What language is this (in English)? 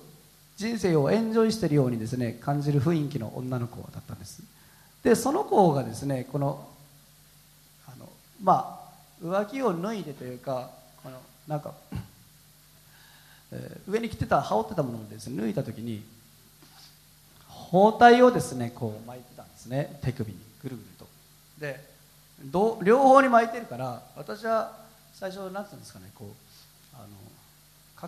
Japanese